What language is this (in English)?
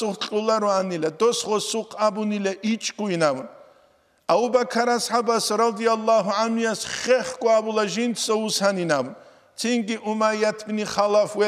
Avaric